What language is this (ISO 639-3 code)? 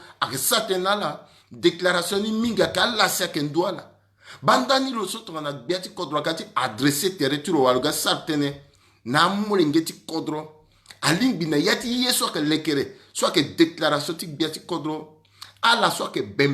sag